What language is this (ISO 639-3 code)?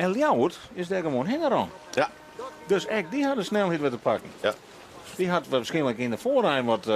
fry